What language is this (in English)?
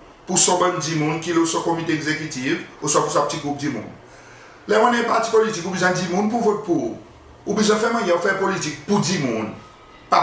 Seselwa Creole French